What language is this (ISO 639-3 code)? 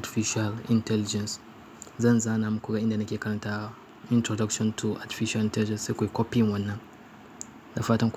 hau